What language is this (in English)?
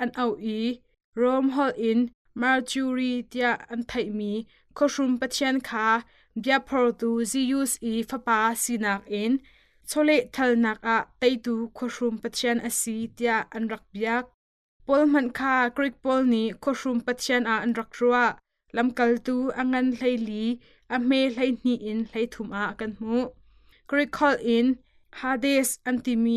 Hakha Chin